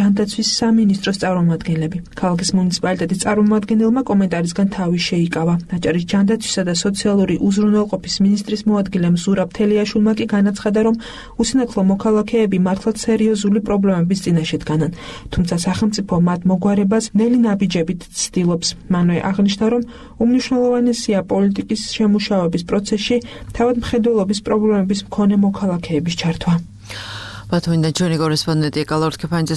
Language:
Georgian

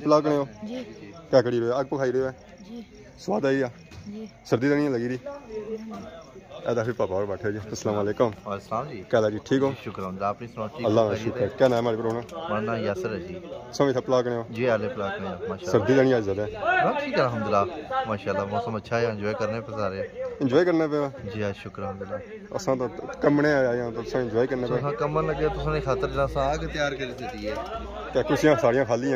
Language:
Pahari-Potwari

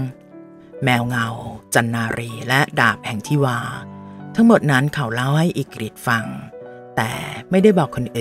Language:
Thai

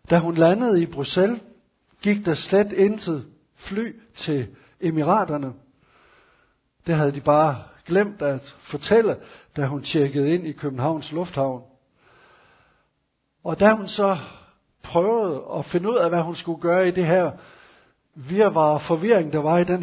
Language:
Danish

